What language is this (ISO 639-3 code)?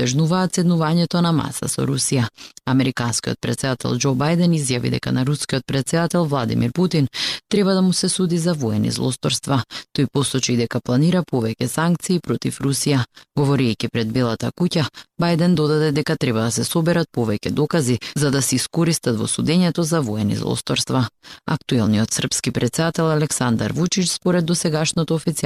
mkd